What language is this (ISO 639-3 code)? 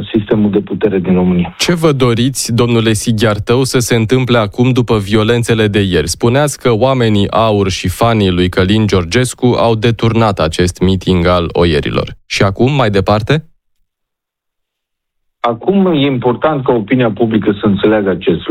ron